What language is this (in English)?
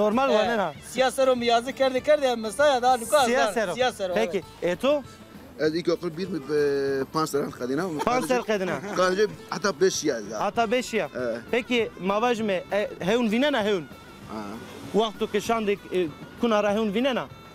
Zaza